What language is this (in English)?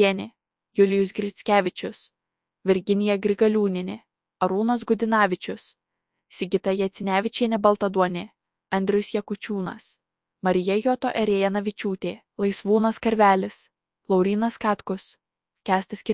Lithuanian